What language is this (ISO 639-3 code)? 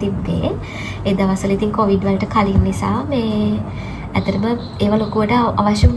sin